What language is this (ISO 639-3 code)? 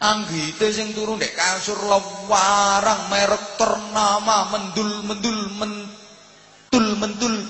jav